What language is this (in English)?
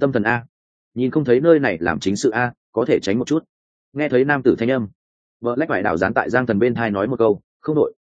Vietnamese